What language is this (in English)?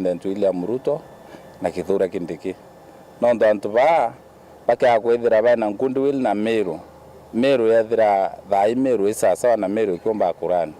Meru